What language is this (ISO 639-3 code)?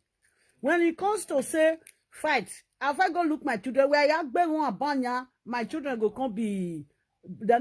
pcm